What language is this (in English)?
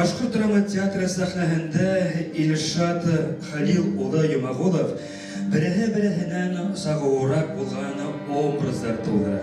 Bashkir